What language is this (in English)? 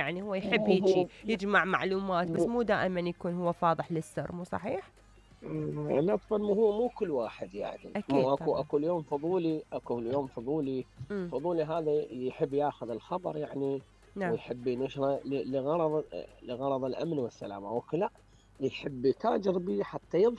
Mesopotamian Arabic